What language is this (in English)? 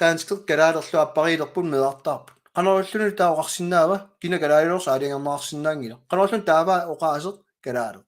Kalaallisut